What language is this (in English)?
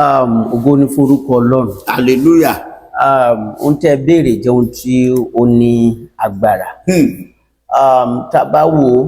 Yoruba